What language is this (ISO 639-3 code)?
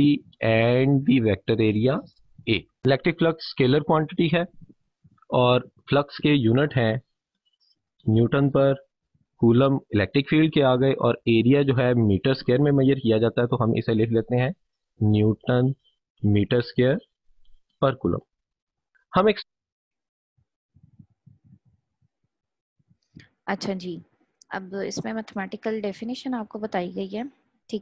hin